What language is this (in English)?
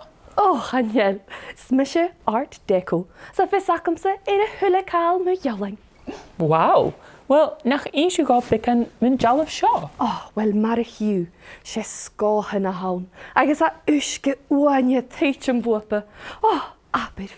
Scottish Gaelic